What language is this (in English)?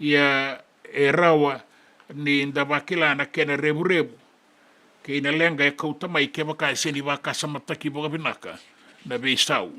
Fijian